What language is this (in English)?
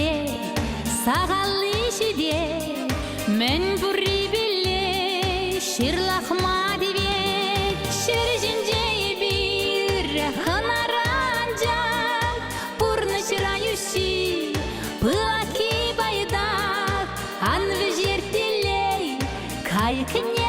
Chuvash